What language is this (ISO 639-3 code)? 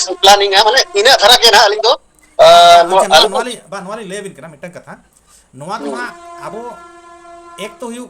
sat